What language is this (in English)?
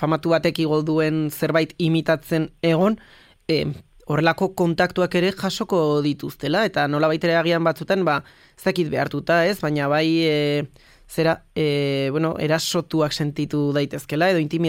Basque